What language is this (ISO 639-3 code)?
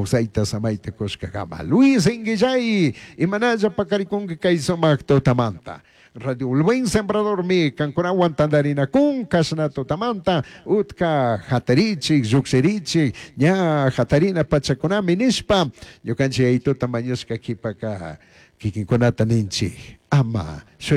qug